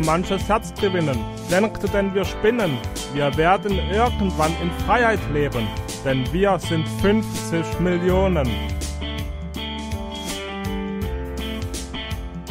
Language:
German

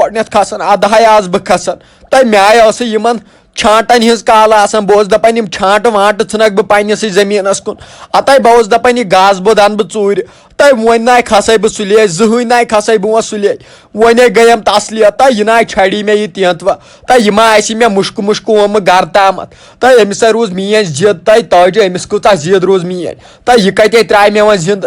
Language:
Kashmiri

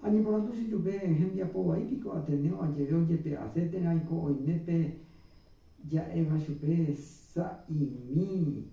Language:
Guarani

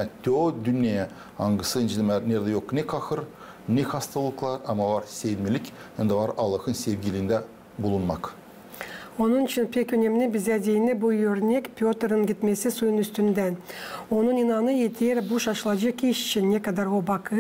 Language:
Gagauz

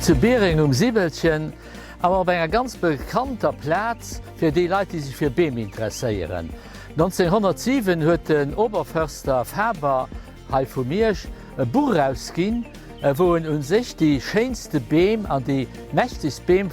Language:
Luxembourgish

